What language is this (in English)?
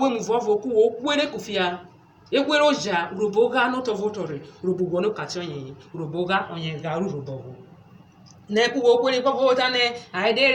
Urhobo